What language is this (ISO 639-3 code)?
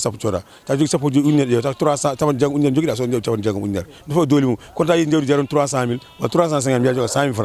ful